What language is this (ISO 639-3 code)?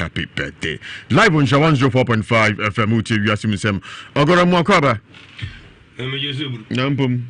aka